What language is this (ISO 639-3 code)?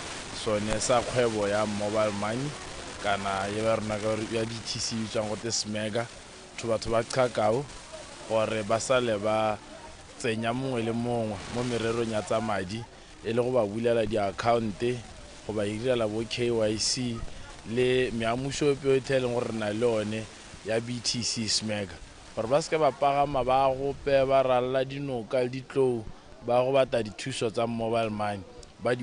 tsn